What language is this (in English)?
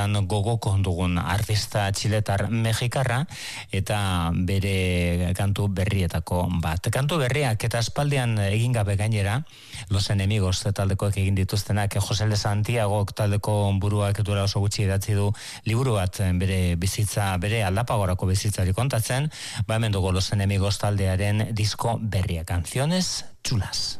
Basque